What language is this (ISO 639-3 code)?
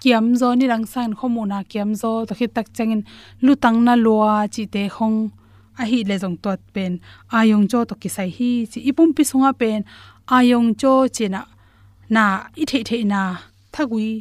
ctd